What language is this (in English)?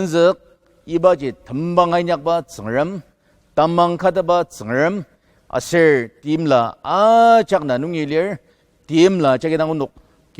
Ao Naga